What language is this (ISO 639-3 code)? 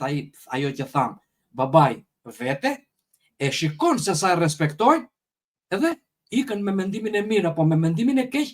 sqi